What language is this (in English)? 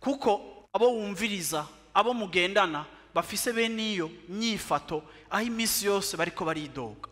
Rundi